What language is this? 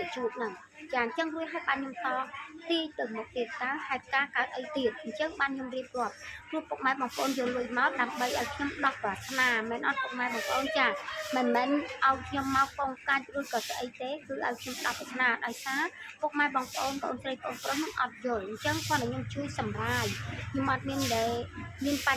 Khmer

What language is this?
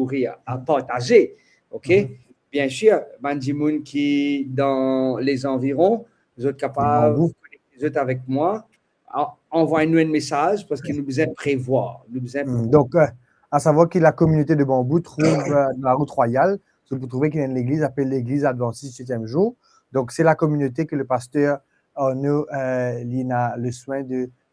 Morisyen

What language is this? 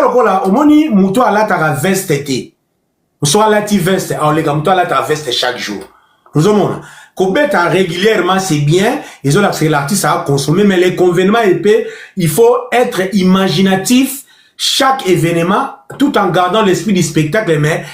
Lingala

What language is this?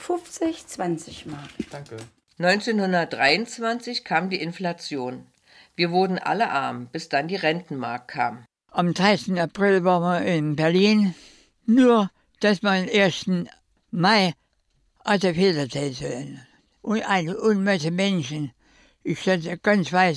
German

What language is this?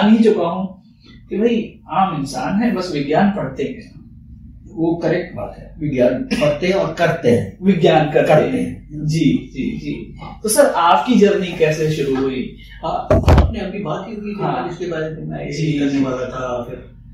Hindi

